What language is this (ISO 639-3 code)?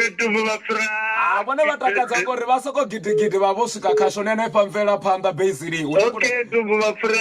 ven